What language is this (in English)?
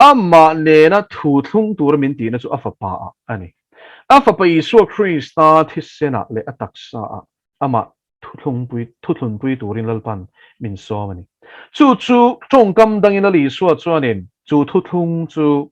Mizo